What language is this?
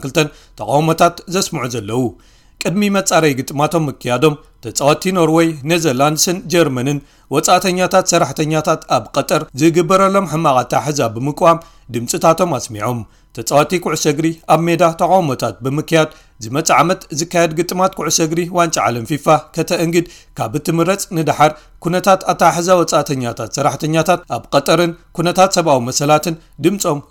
Tigrinya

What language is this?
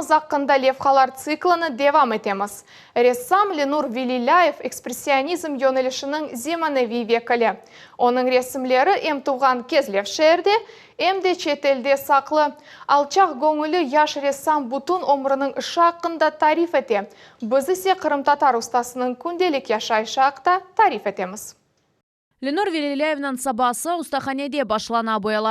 Crimean Tatar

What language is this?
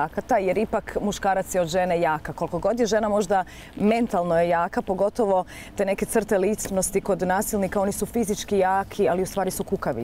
Croatian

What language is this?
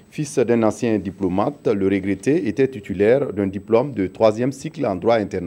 French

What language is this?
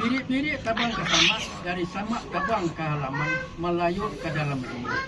Minangkabau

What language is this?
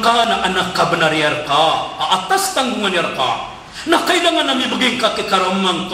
Maranao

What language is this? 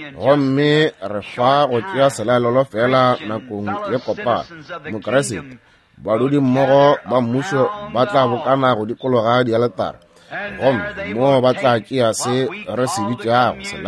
Northern Sotho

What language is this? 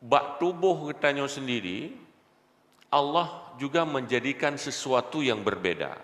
Achinese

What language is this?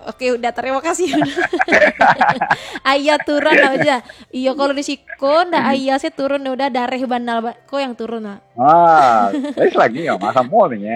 Minangkabau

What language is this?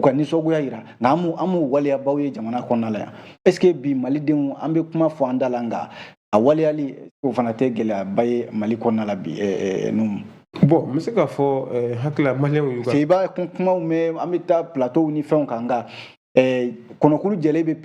Bambara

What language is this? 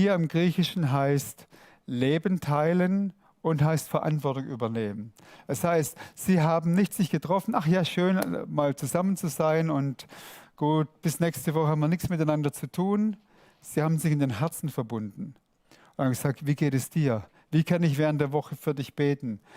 Swiss German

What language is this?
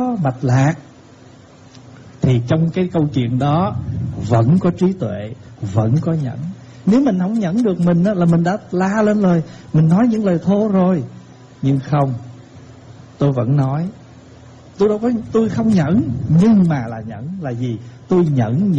Vietnamese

